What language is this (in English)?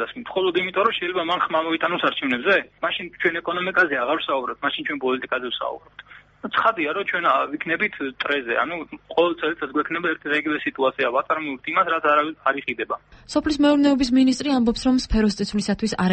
Georgian